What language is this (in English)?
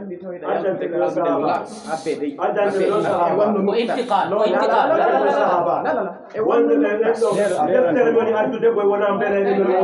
Fula